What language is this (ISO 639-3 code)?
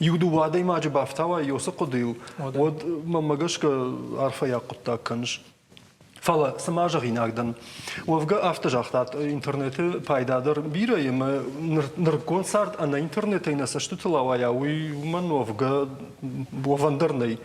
oss